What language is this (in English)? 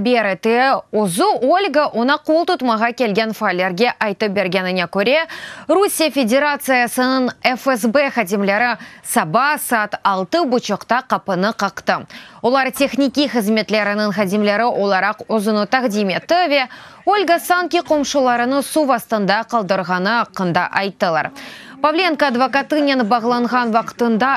Crimean Tatar